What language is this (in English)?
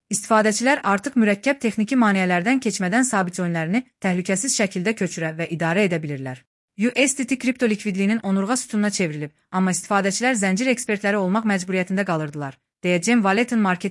Azerbaijani